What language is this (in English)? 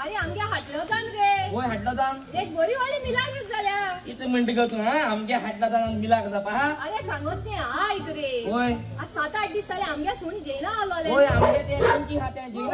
Konkani